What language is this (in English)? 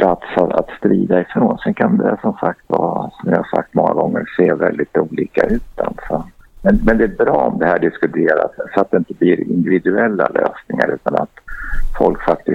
Swedish